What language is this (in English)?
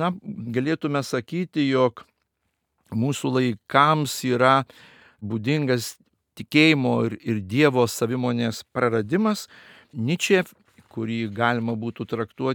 Lithuanian